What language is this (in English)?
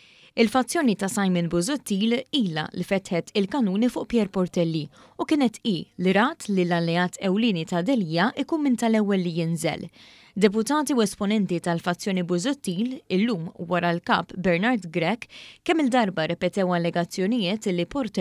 Maltese